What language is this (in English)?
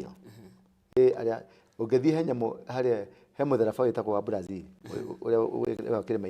Kikuyu